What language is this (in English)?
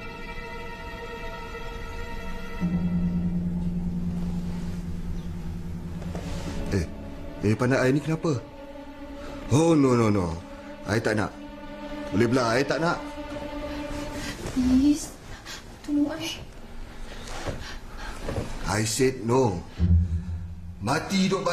Malay